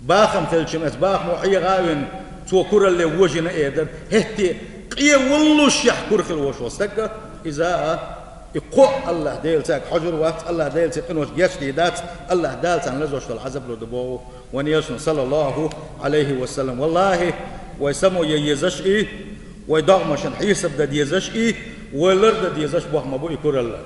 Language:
Chechen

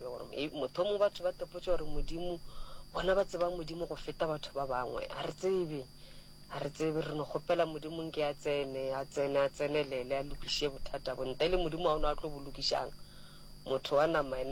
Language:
Northern Sotho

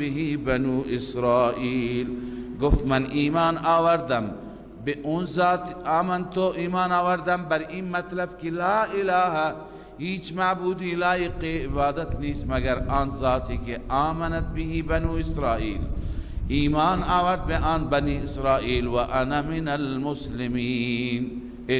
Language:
Persian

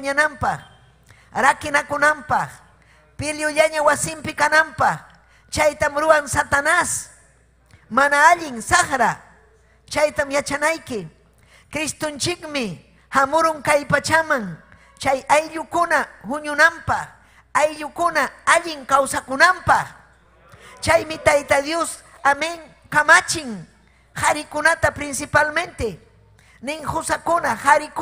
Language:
Ayacucho Quechua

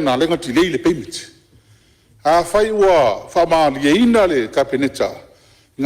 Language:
Samoan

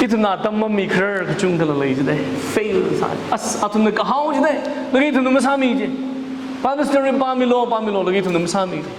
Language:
Tangkhul Naga (India)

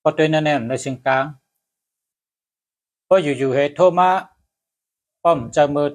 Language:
Shan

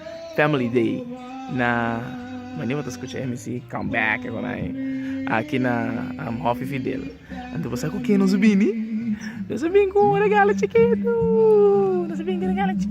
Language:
Papiamento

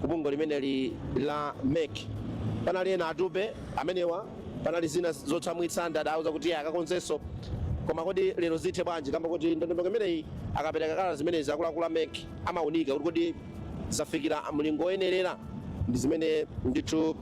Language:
Nyanja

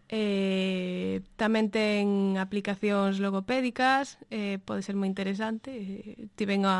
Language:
Galician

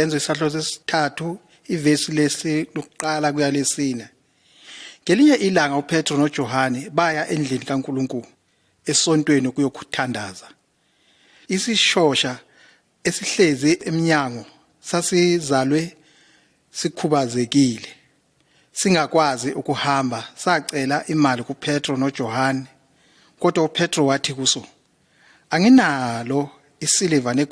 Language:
Zulu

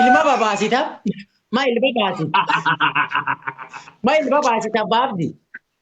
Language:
Oromo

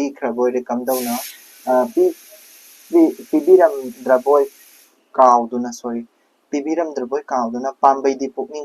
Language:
Manipuri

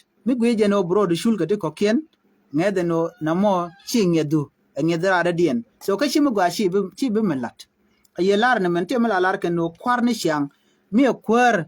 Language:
Nuer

